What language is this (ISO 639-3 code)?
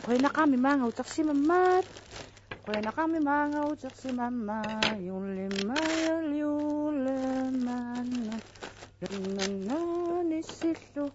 kal